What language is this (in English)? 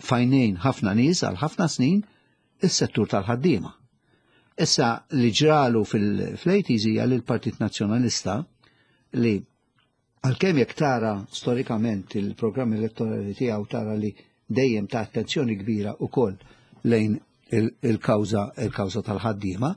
Maltese